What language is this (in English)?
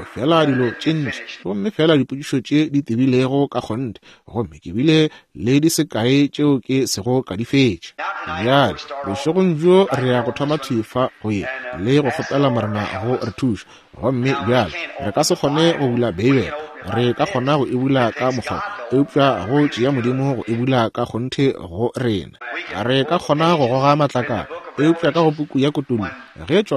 Northern Sotho